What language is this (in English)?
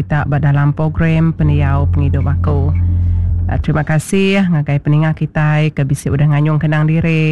Iban